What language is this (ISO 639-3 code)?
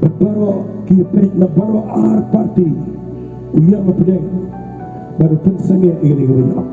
kha